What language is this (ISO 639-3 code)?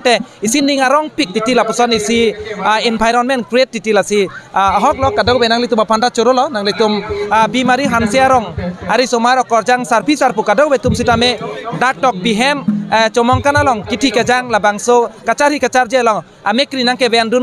mjw